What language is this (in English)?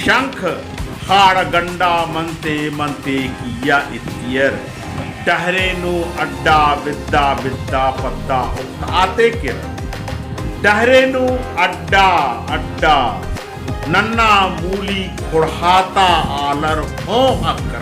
Kurukh